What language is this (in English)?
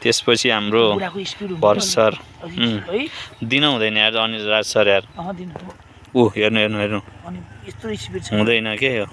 Nepali